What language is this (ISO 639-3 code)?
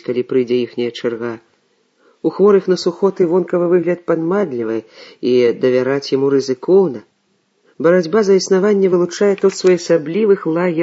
bel